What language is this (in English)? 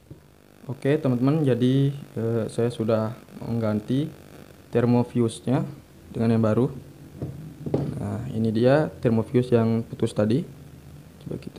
Indonesian